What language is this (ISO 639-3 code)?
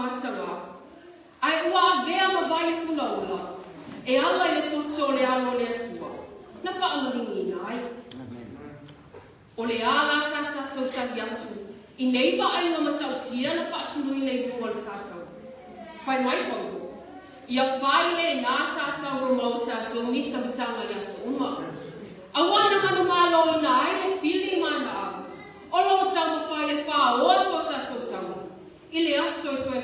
smo